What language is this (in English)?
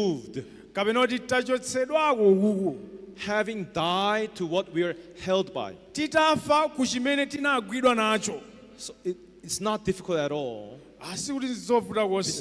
Nyanja